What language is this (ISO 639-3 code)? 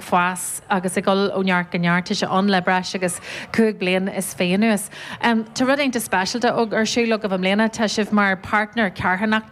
gle